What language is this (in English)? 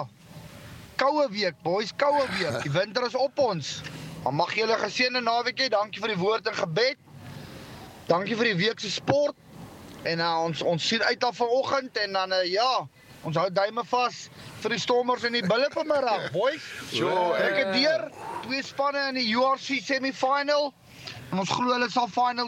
Afrikaans